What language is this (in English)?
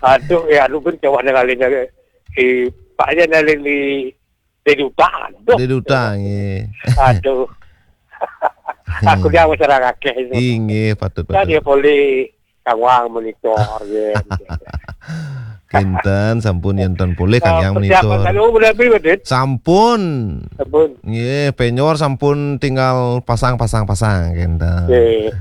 Balinese